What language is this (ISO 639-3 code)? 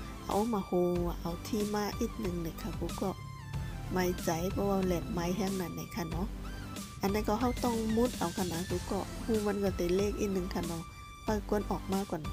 shn